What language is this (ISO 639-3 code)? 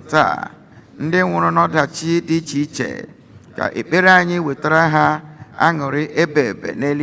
ibo